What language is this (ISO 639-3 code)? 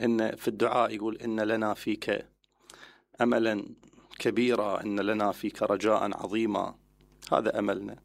acm